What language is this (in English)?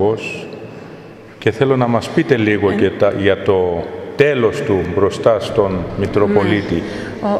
Greek